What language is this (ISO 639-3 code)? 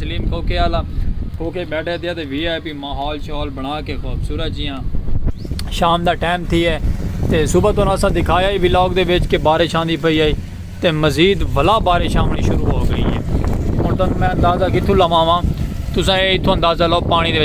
skr